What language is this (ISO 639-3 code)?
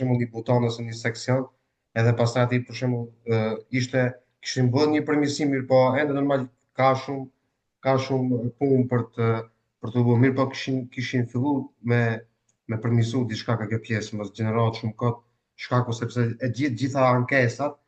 sqi